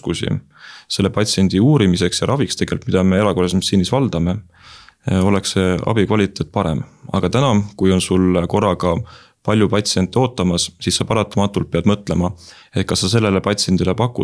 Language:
Estonian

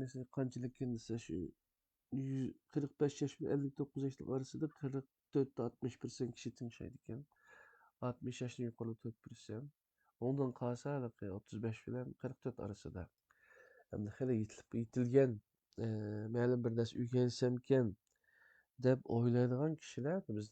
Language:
Uyghur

